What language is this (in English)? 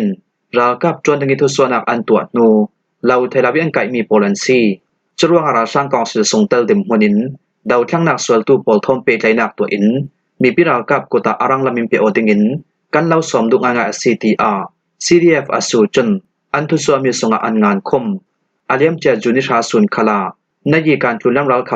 Falam Chin